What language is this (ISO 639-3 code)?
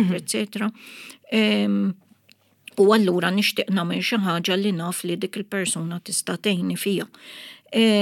mlt